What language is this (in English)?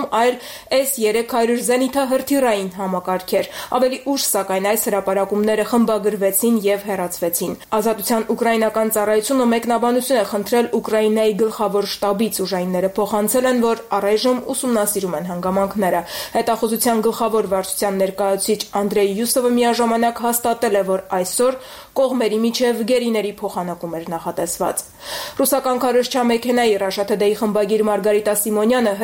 Armenian